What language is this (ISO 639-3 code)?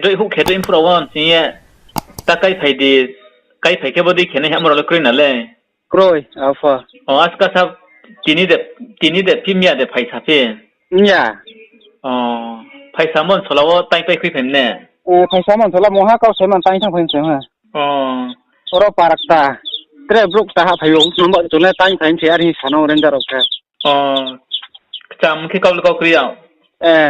ria